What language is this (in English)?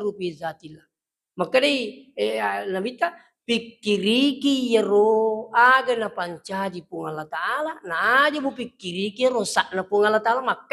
Buginese